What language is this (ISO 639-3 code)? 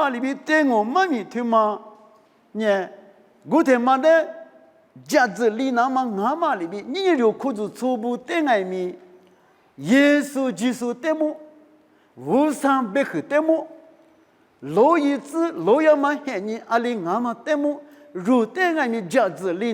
lis